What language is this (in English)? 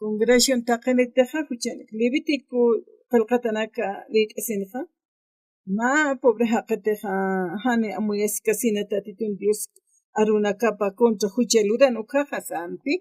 Aymara